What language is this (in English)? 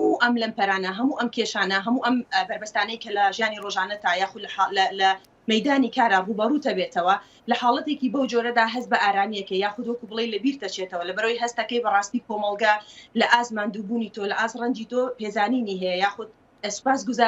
Central Kurdish